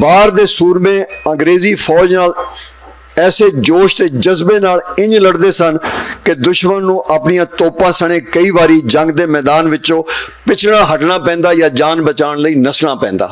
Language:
Western Panjabi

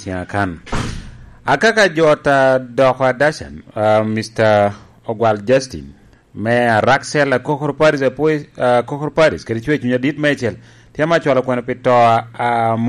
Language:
Lango (Uganda)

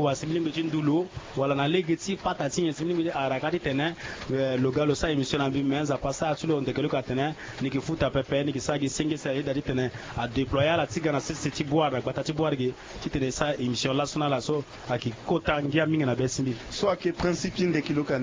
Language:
Sango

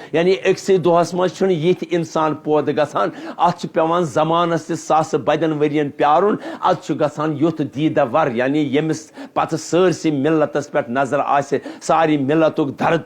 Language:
Kashmiri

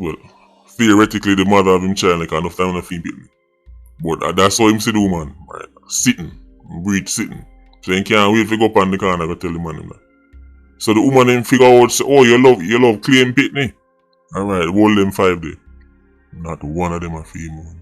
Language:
Jamaican Creole English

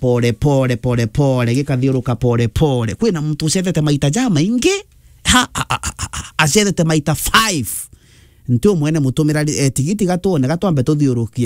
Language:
Meru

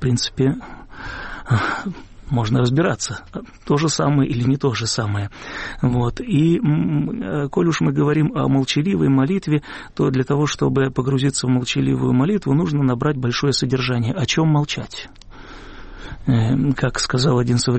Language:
Russian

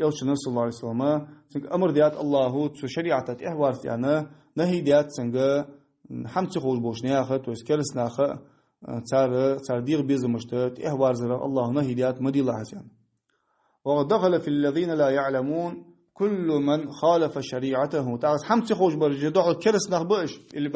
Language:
Ingush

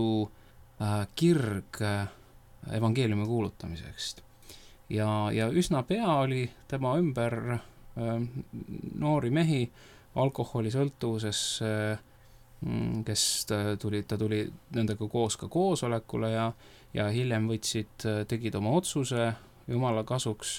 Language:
Estonian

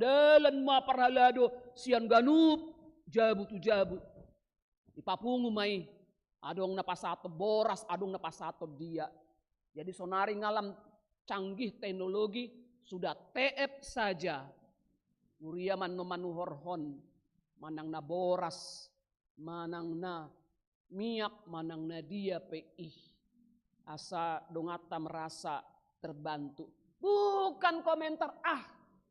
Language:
Batak Toba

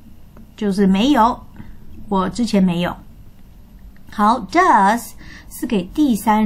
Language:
Chinese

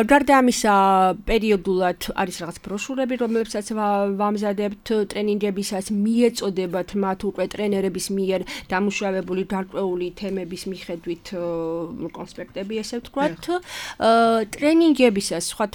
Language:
Georgian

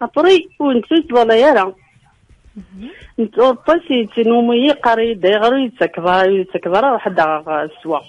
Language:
Kabyle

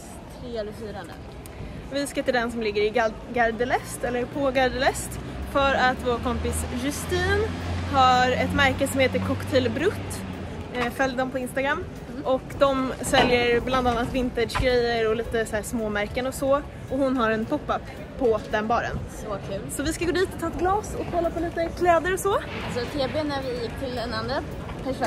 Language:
Swedish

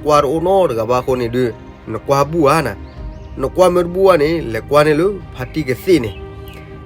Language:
S'gaw Karen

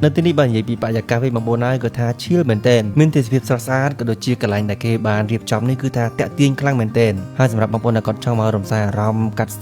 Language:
Khmer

